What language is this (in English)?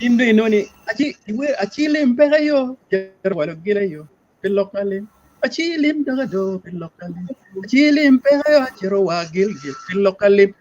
Acoli